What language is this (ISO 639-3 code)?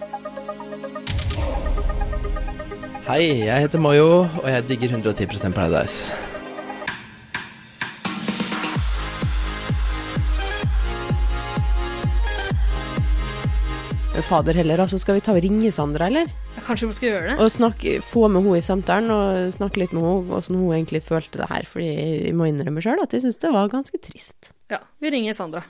nor